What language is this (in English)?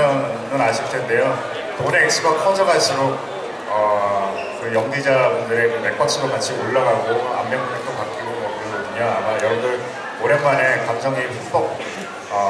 Korean